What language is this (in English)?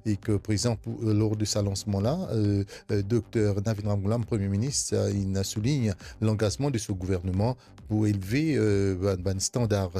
Morisyen